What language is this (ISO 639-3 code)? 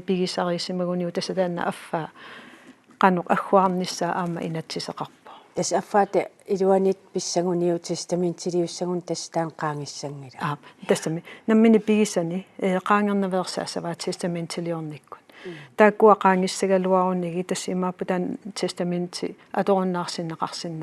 kal